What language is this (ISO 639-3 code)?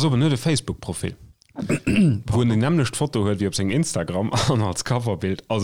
ltz